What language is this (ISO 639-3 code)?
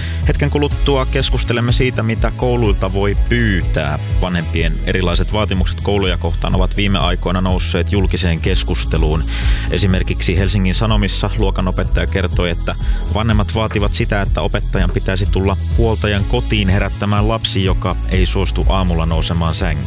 fin